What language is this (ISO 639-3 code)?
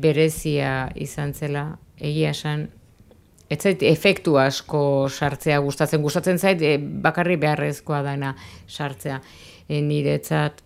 eus